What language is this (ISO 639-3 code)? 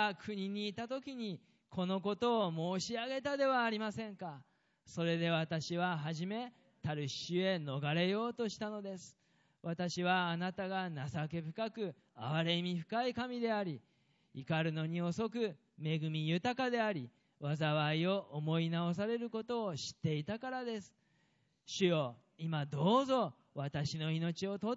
jpn